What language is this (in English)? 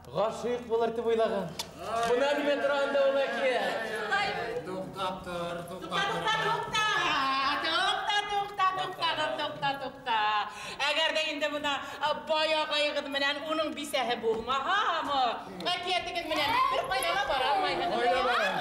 Bashkir